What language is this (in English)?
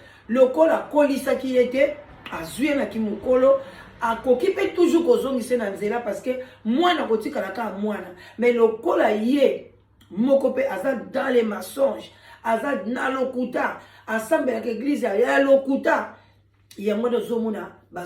Lingala